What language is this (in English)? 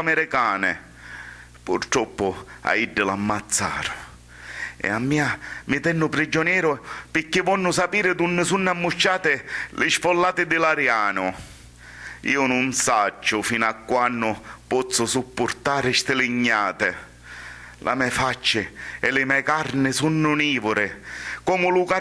Sicilian